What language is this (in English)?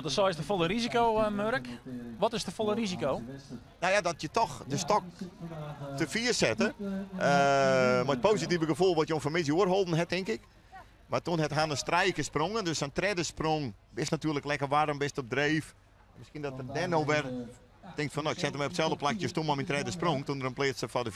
Western Frisian